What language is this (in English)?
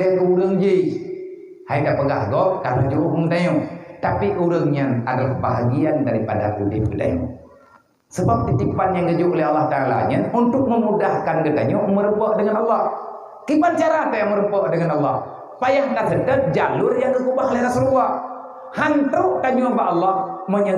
Achinese